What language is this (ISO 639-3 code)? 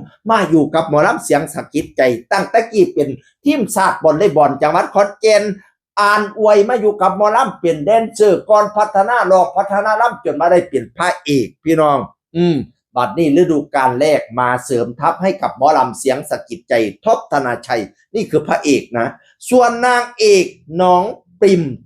tts